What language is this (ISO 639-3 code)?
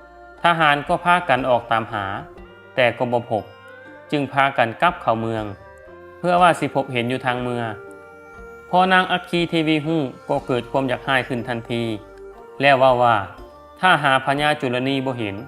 lao